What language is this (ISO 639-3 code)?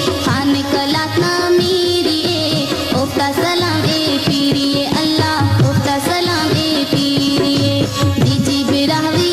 brh